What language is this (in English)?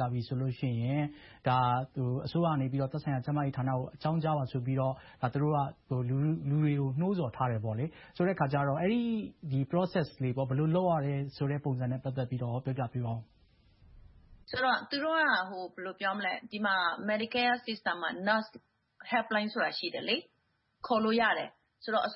Burmese